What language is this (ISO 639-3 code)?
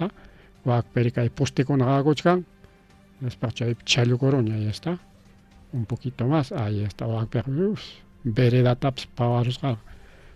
quy